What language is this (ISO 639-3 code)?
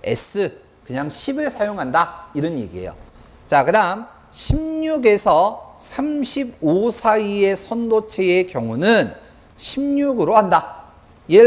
kor